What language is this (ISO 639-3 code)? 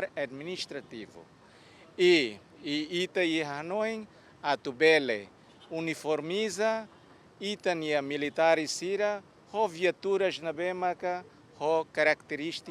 tet